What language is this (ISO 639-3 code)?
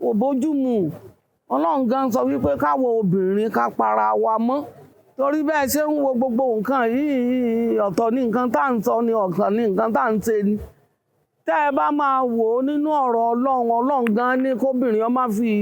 yor